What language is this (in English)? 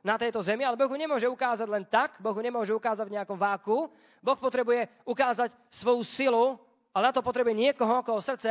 Slovak